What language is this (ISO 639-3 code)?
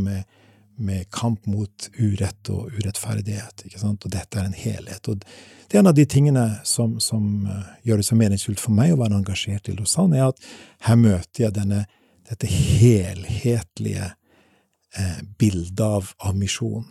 nor